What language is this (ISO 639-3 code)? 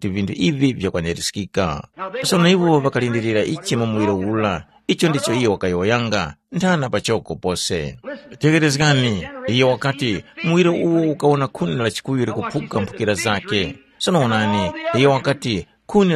tum